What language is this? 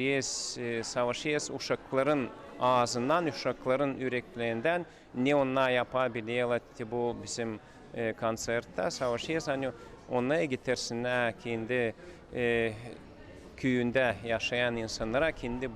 Gagauz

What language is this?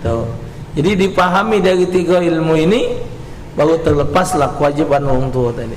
Musi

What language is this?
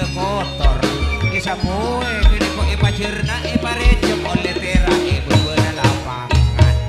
Madurese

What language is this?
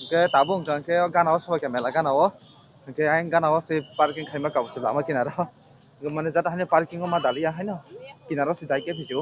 Kok Borok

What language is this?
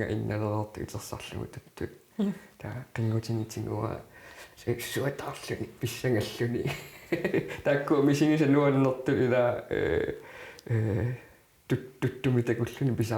Kalaallisut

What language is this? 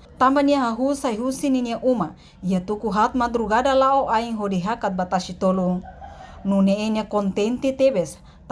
Tetum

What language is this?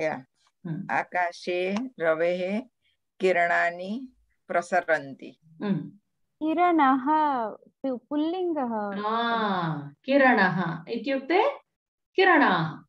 Sanskrit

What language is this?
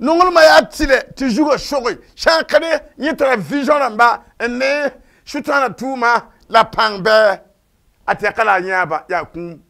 Mossi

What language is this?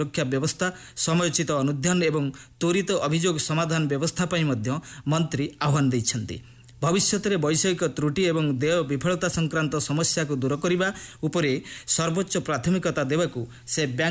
Odia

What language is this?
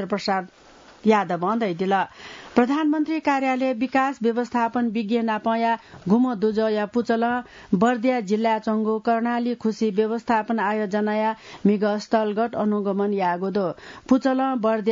Newari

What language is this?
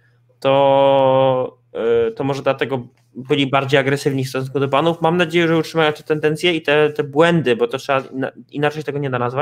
Polish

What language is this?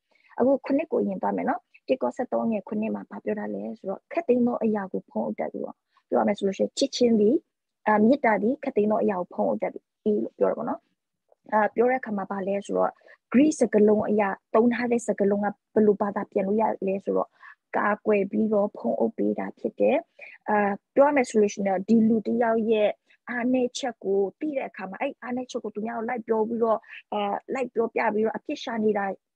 Burmese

